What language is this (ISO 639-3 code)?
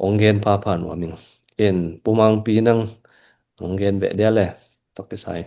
ctd